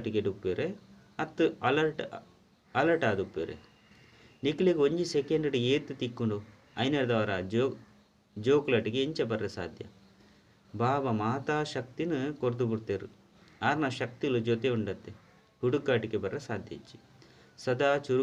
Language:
Tulu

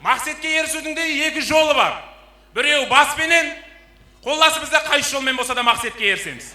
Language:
Kara-Kalpak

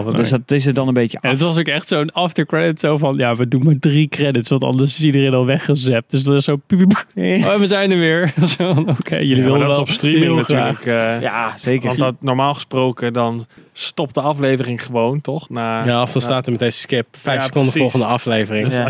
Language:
Dutch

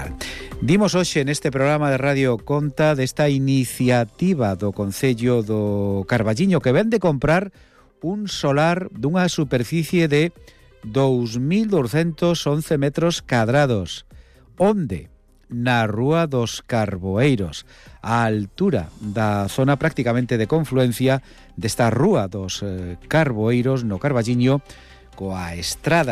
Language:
Galician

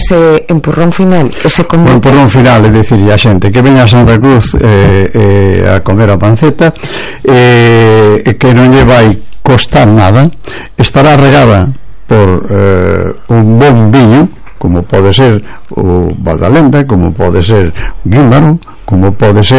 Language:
Galician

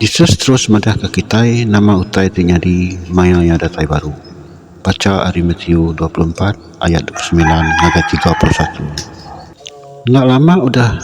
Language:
Iban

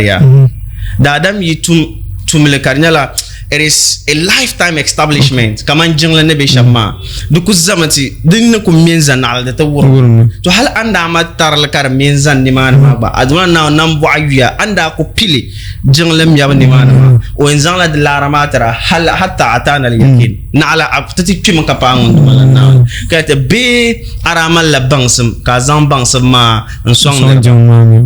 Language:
Dagbani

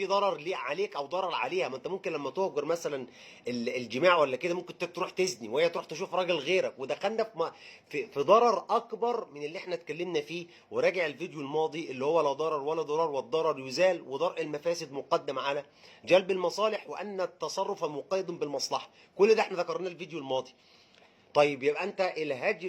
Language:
Egyptian Arabic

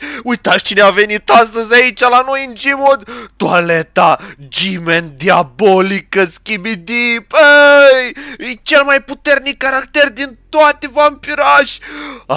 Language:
Romanian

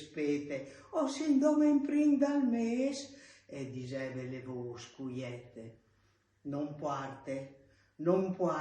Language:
Friulian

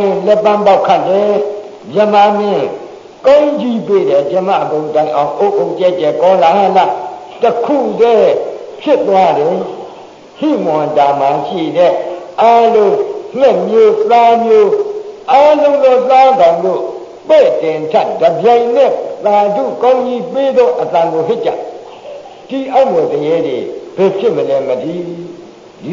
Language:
Burmese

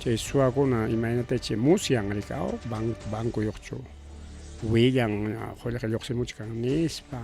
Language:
Ayacucho Quechua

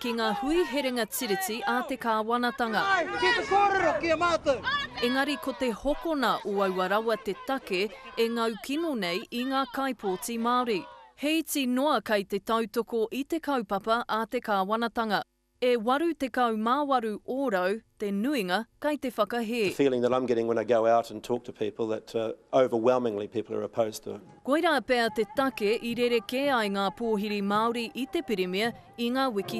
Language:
Māori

